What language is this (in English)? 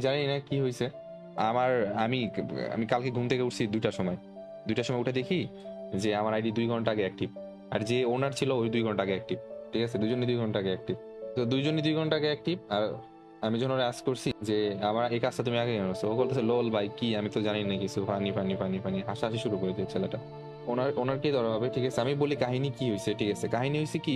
Bangla